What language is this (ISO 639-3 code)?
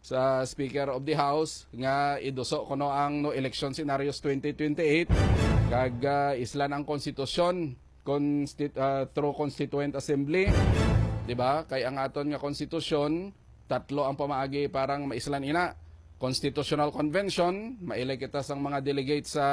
hil